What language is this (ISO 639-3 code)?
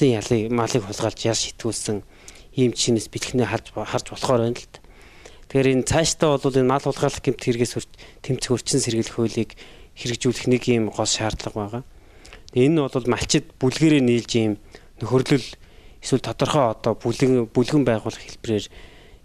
mon